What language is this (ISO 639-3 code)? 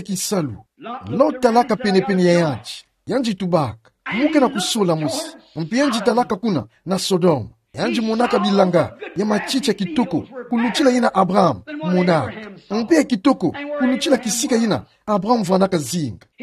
ktu